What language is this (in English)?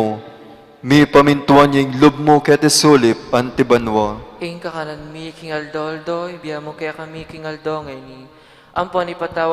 Pampanga